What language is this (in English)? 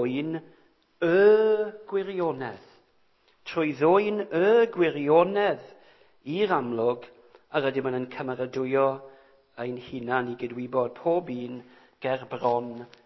Welsh